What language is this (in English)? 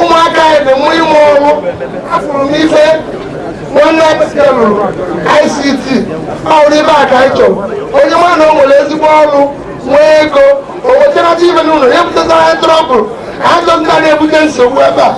Igbo